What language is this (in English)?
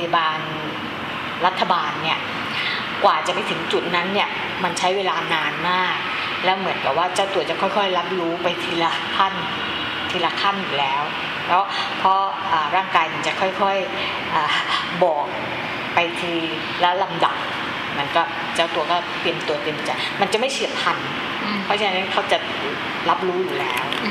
Thai